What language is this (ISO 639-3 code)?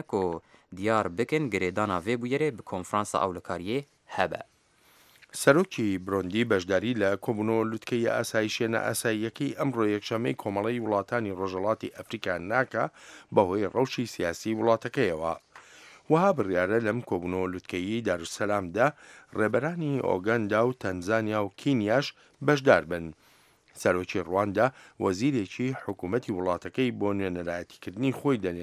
ckb